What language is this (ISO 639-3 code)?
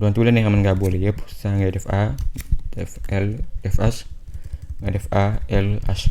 wol